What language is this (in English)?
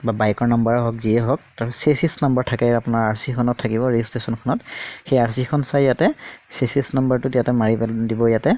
Assamese